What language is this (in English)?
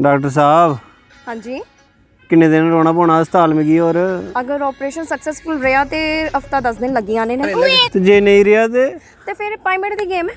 Dogri